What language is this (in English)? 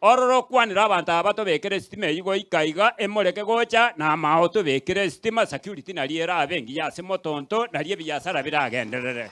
Gusii